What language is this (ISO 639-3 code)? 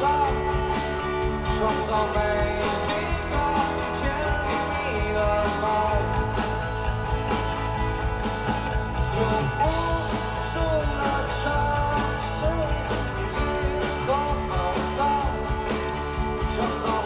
zho